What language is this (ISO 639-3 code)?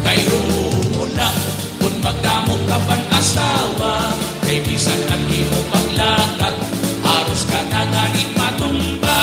war